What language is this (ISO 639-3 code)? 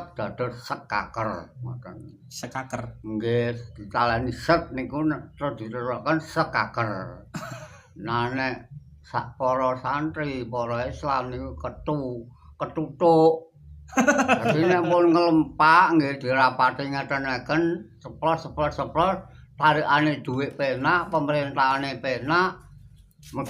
jav